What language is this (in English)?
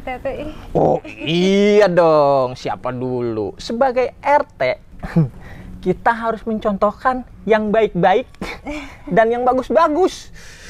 Betawi